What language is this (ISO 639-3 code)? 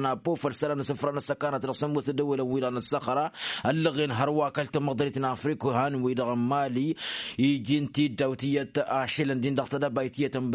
taq